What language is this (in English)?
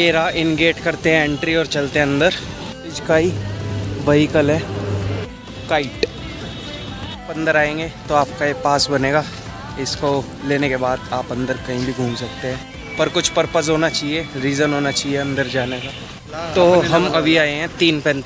Hindi